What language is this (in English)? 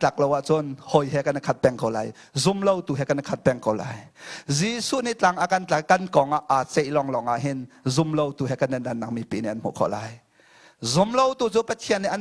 Hakha Chin